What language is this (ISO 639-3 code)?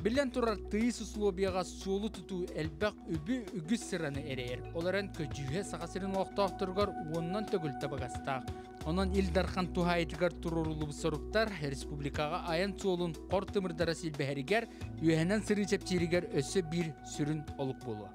sah